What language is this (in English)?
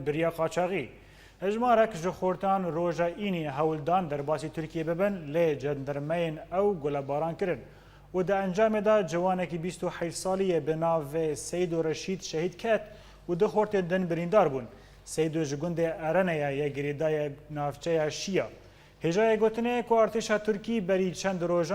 Kurdish